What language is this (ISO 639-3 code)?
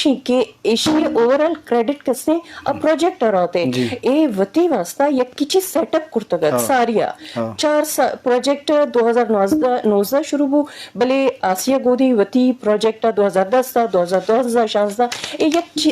bgp